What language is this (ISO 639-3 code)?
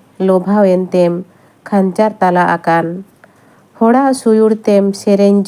sat